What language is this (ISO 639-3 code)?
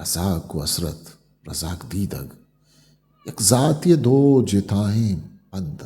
bgp